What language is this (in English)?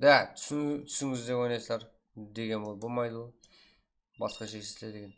Kara-Kalpak